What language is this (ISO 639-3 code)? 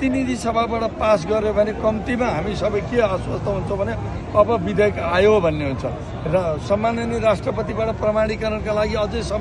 nep